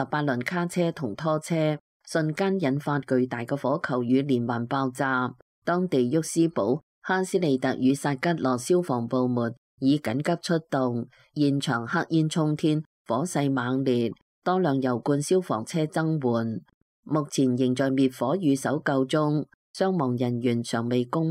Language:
Cantonese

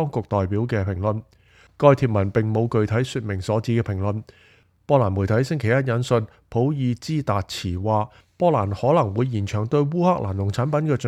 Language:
Cantonese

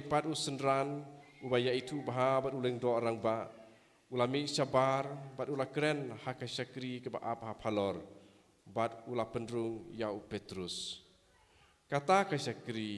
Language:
Khasi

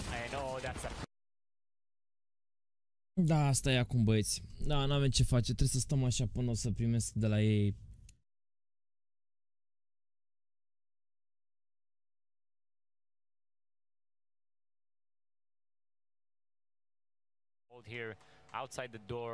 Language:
Romanian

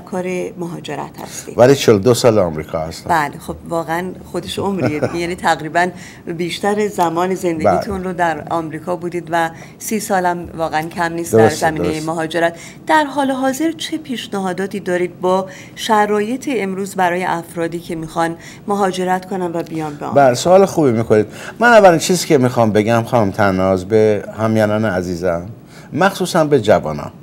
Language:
Persian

